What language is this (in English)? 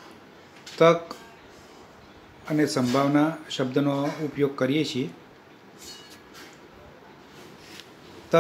Gujarati